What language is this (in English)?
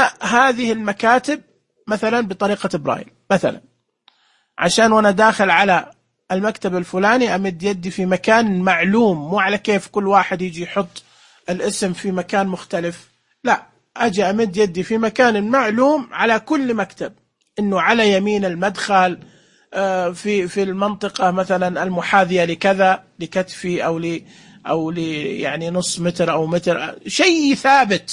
Najdi Arabic